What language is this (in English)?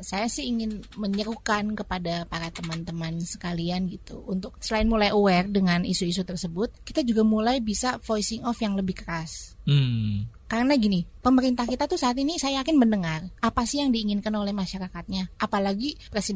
Indonesian